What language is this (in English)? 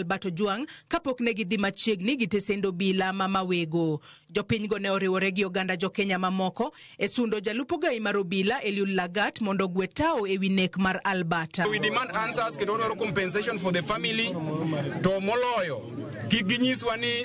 Luo (Kenya and Tanzania)